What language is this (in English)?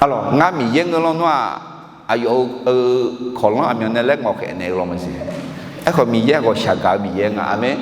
Akha